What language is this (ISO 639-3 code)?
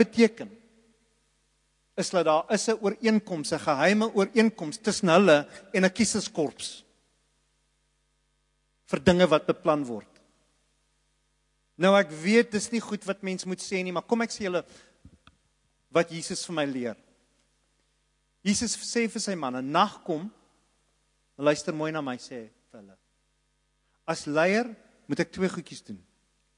afr